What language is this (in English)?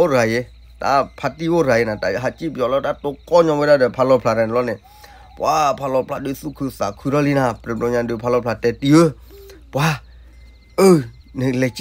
S'gaw Karen